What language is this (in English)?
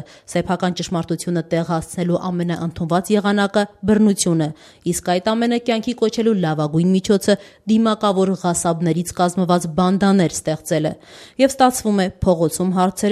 Armenian